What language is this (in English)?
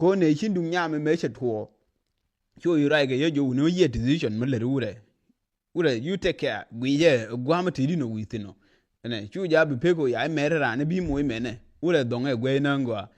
Nuer